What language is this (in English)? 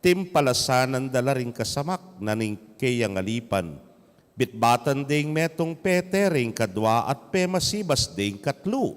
Pampanga